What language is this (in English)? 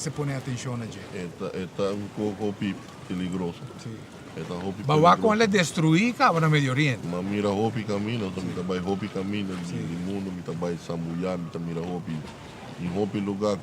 Papiamento